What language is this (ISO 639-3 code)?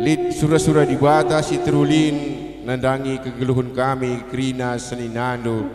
btx